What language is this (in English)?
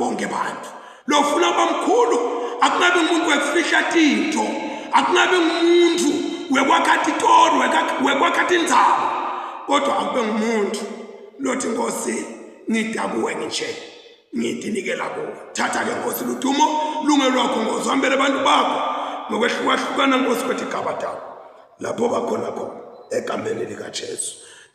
Zulu